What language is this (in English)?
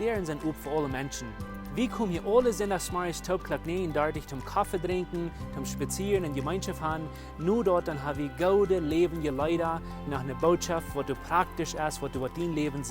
Plautdietsch